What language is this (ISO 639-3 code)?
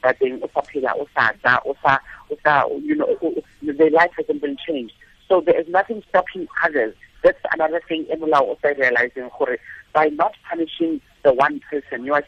tsn